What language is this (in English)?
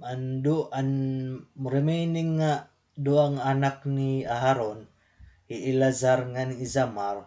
Waray